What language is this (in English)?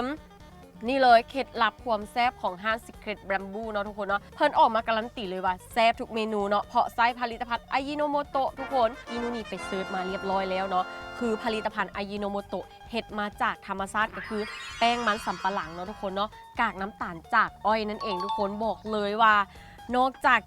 Lao